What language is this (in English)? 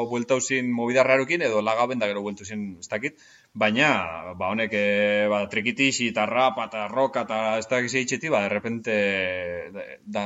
Basque